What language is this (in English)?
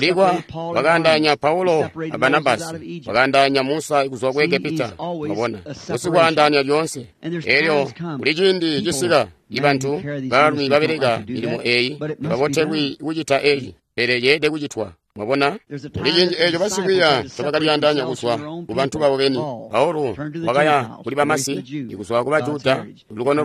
Tonga (Zambia)